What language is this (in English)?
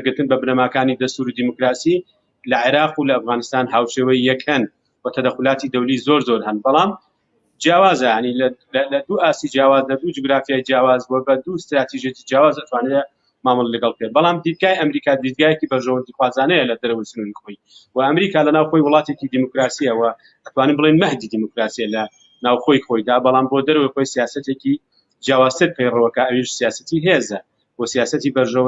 Central Kurdish